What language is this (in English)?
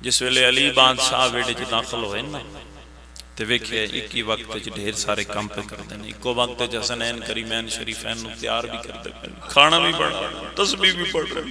Pahari-Potwari